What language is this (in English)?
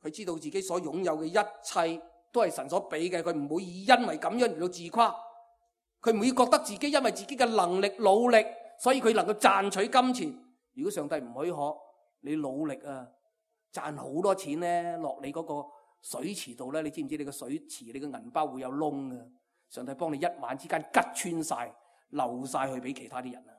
Cantonese